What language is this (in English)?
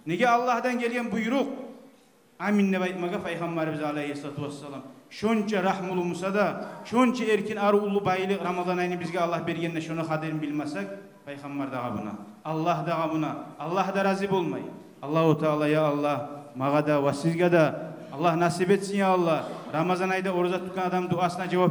Kumyk